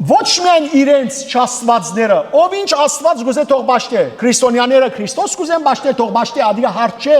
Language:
Western Armenian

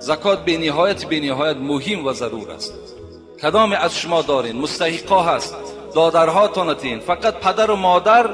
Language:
Tajik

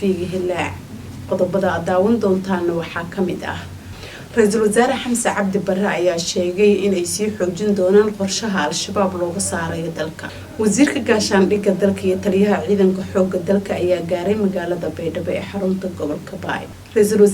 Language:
Somali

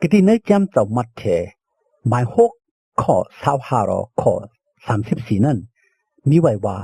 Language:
Shan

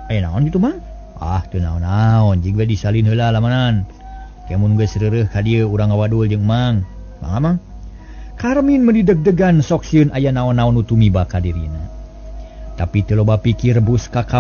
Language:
Sundanese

